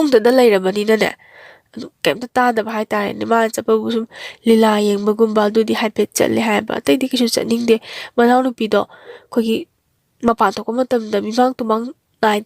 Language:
Manipuri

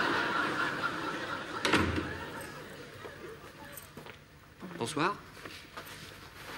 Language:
French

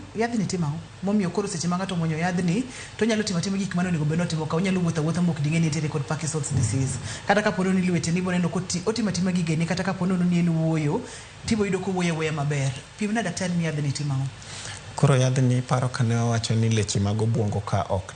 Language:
Luo (Kenya and Tanzania)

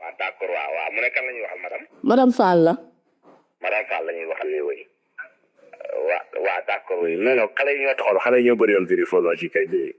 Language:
Wolof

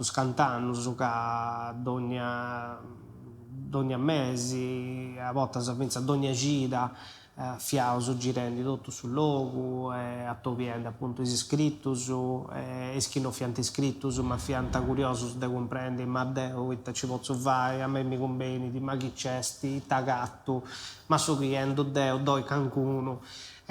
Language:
Sardinian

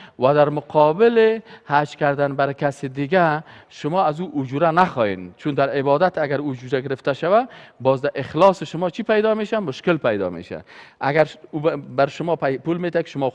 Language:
Persian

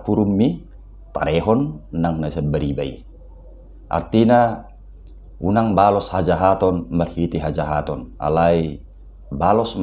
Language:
Batak Toba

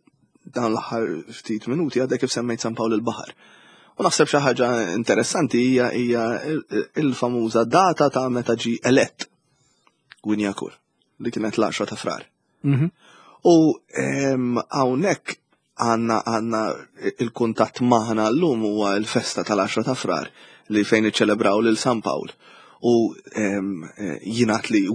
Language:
Maltese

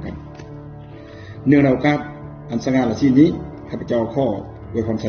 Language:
Lao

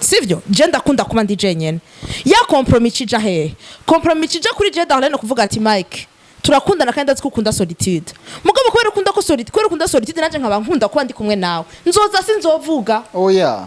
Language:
Rundi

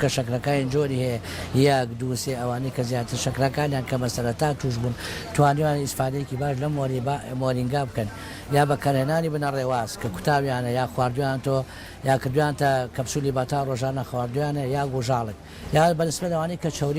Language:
Central Kurdish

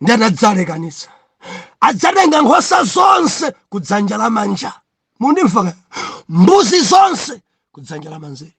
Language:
Nyanja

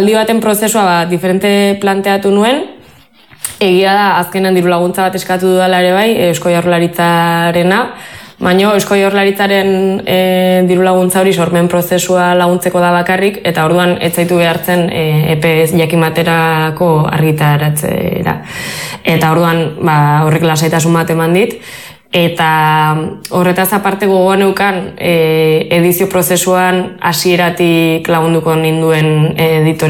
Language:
Basque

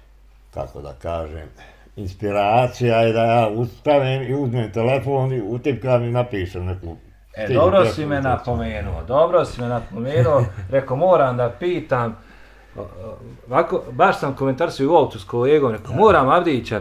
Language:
Bosnian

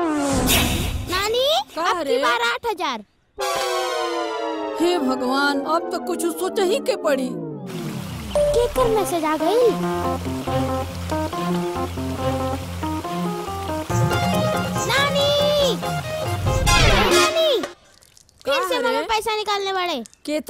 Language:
Bhojpuri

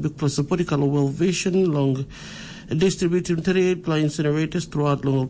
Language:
Tok Pisin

